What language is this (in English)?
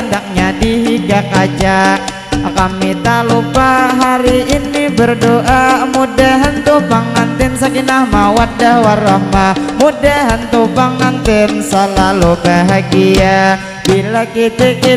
Banjar